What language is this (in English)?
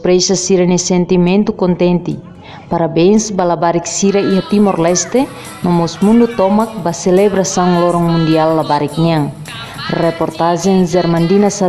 Tetum